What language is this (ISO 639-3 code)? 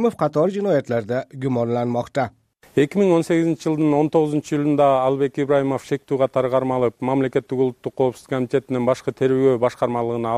kir